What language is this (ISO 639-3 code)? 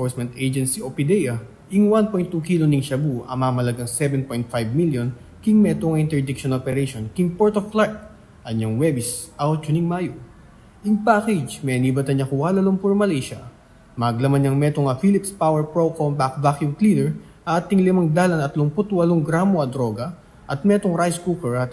pam